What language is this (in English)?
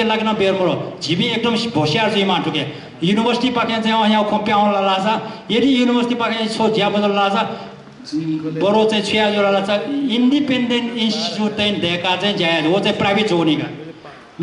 Newari